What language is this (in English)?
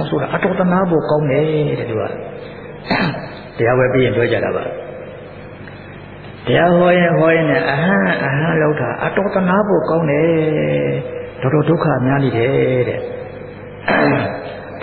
Burmese